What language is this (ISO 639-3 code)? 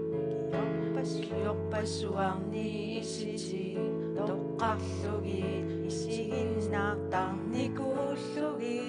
kal